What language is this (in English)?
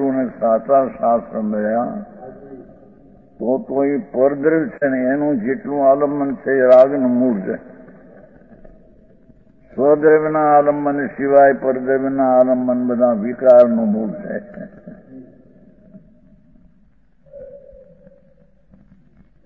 Gujarati